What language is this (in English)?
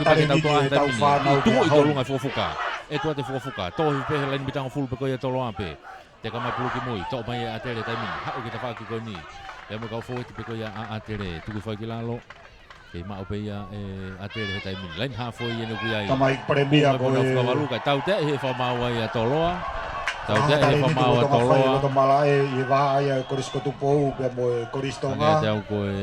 Tongan